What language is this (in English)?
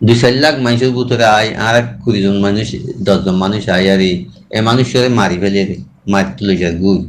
Rohingya